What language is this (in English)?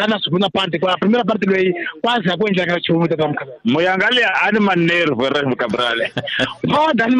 Tsonga